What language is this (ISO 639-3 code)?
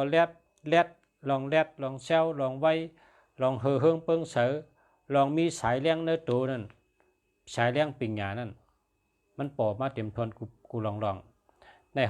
shn